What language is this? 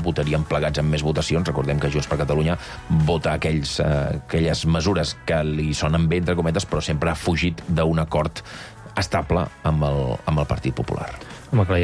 Catalan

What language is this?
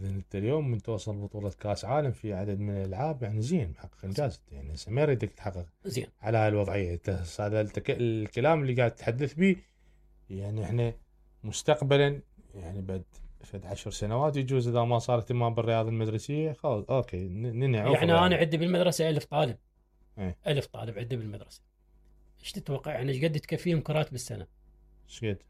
Mesopotamian Arabic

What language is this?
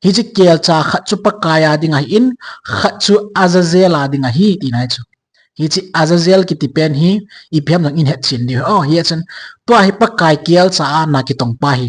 Thado Chin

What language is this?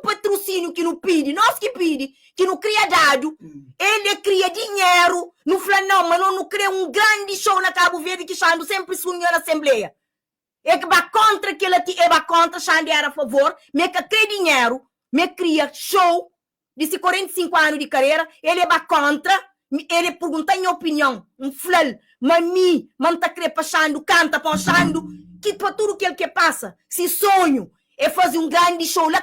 Kabuverdianu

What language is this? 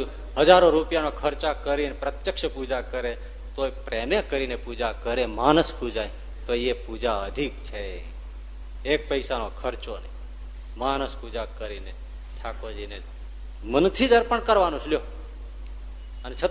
Gujarati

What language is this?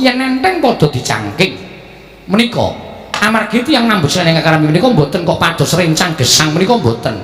Javanese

